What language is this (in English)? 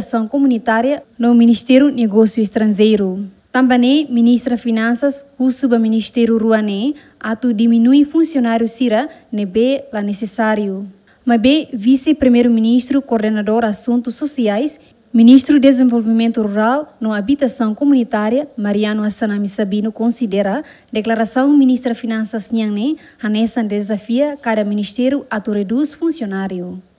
Tetum